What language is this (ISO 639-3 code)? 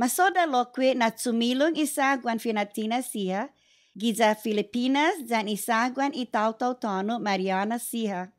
cha